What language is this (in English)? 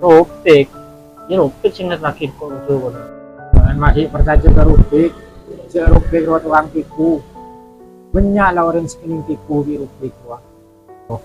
Madurese